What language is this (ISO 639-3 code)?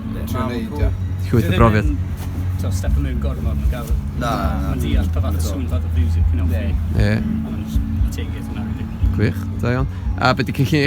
cym